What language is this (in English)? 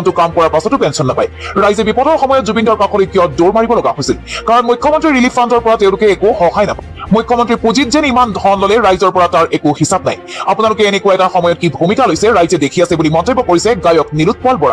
Assamese